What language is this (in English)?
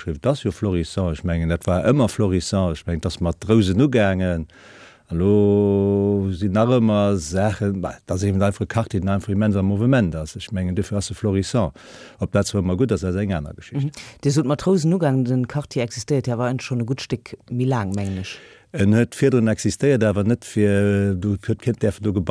Luxembourgish